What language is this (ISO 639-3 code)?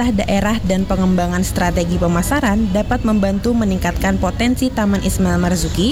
ind